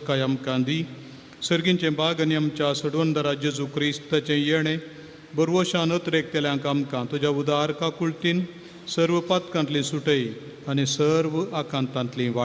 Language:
Konkani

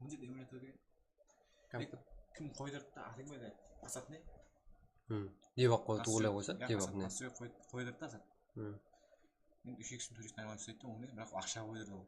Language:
Kara-Kalpak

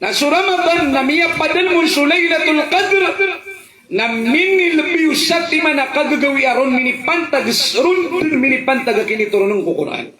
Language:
Maranao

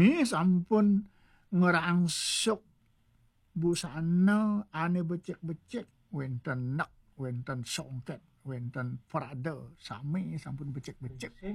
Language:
Balinese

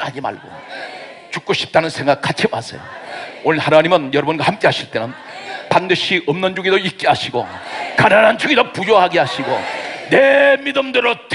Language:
Korean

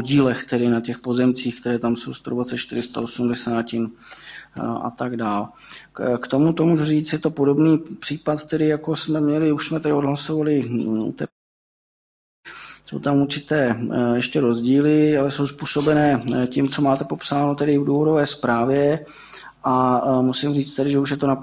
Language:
Czech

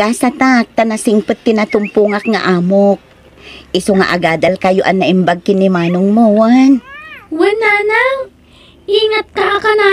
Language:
Iloko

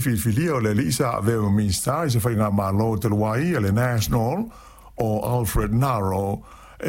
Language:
Samoan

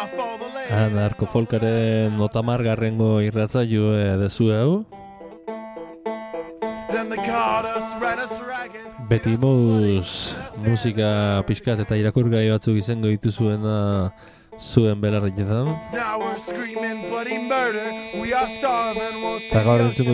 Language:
Basque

